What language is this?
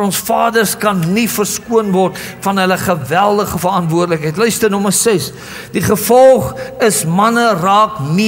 Afrikaans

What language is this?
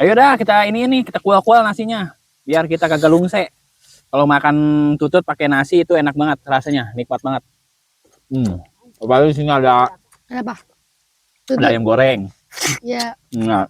Betawi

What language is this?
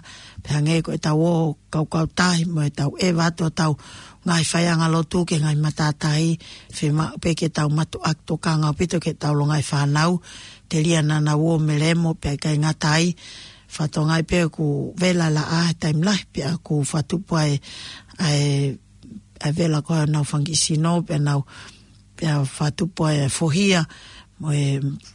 Tongan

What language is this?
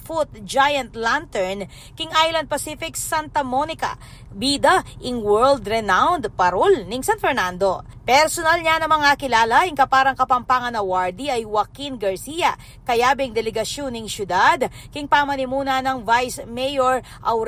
Pampanga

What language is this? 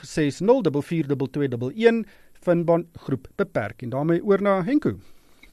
Afrikaans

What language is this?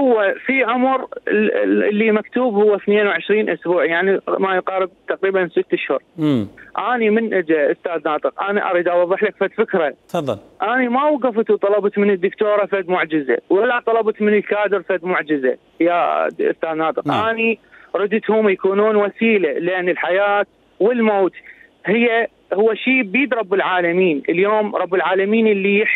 Mesopotamian Arabic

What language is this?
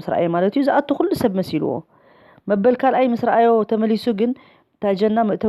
Tigrinya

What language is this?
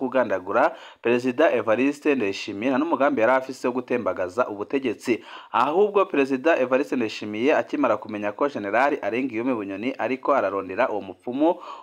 Rundi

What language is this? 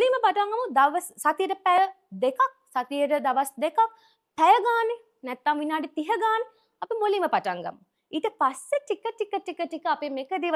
Sinhala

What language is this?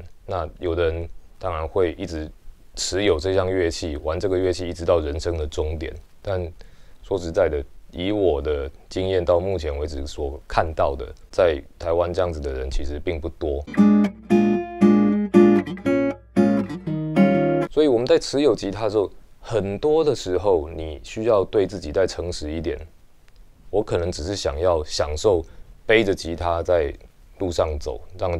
Chinese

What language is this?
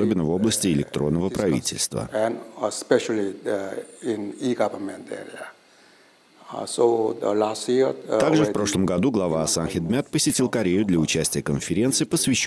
Russian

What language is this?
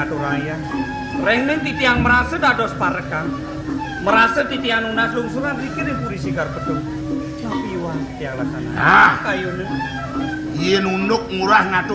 Balinese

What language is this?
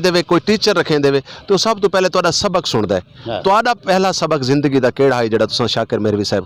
Saraiki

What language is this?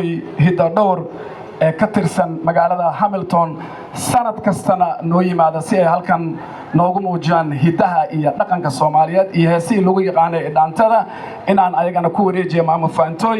Somali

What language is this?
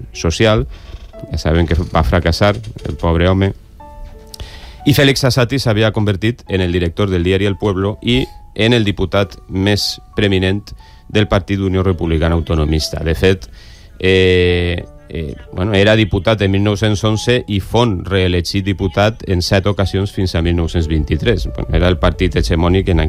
Catalan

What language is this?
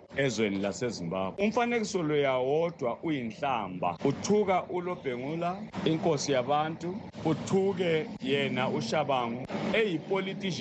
North Ndebele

